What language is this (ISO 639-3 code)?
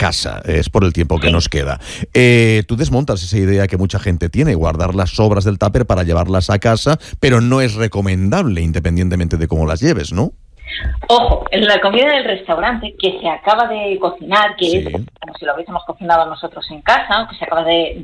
spa